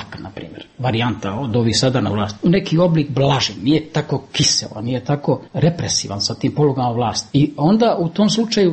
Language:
Bosnian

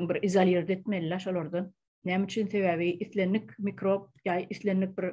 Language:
Turkmen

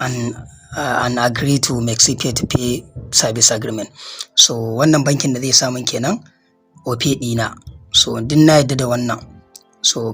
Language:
Hausa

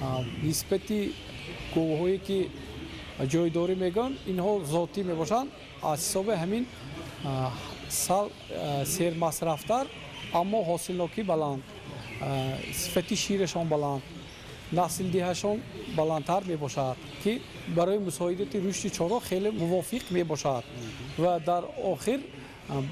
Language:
Tajik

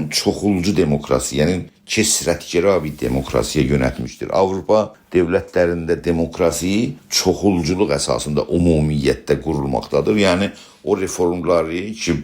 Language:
South Azerbaijani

